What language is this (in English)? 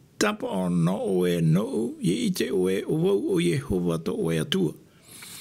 Tahitian